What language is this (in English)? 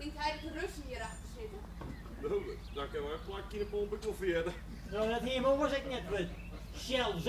Western Frisian